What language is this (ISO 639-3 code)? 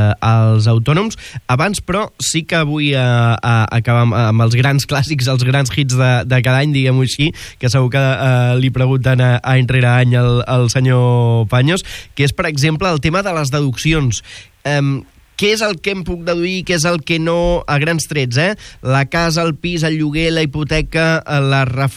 cat